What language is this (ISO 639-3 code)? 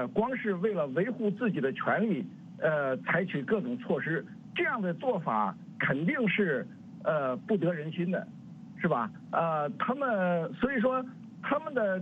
zho